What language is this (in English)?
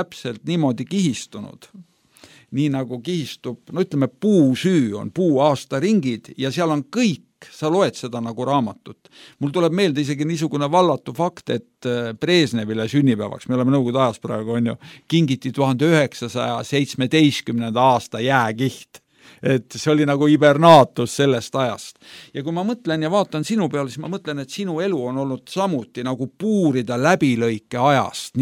Estonian